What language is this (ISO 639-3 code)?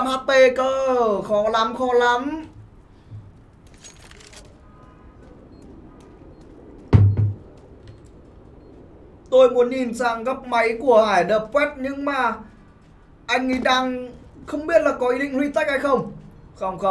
vie